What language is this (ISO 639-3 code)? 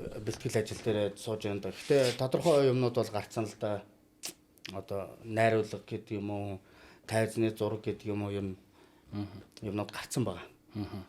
mon